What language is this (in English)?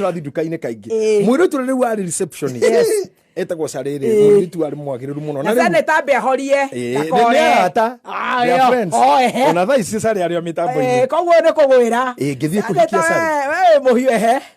Kikuyu